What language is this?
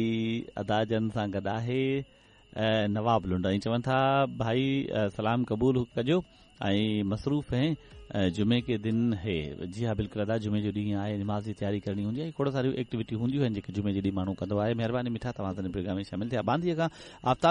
Sindhi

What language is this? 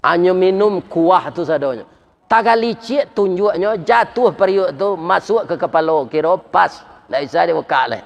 Minangkabau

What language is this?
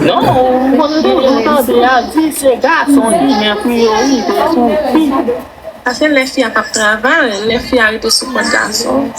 Haitian Creole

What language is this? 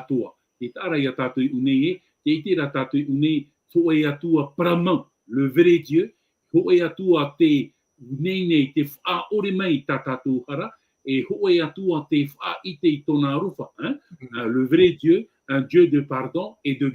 Tahitian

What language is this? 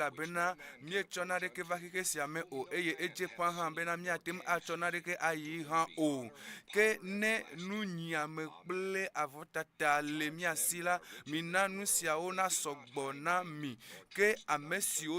Ewe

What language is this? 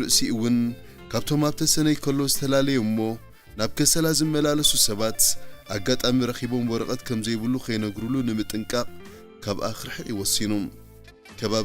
Tigrinya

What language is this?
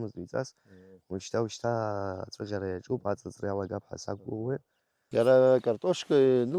Abkhazian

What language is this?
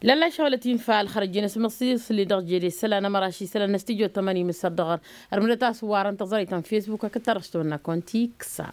Tamasheq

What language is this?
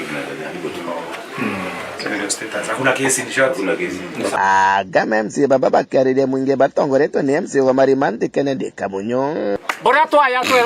Meru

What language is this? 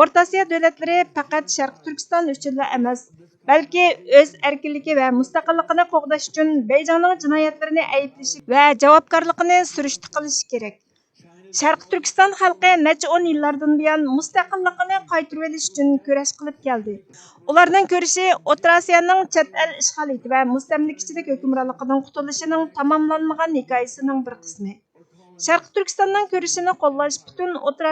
Uyghur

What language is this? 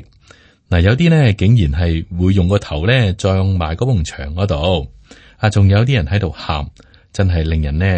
Cantonese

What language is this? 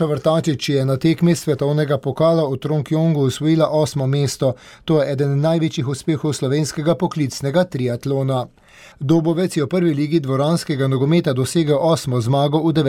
Slovenian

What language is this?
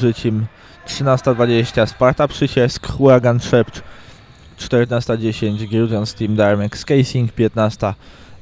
Polish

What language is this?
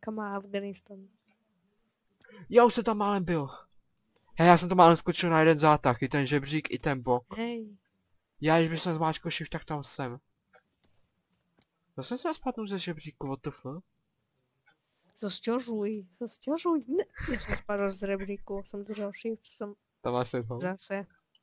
Czech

